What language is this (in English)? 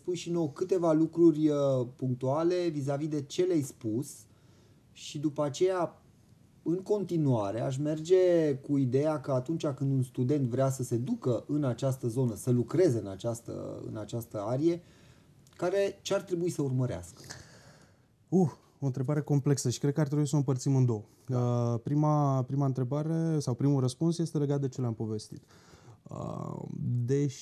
Romanian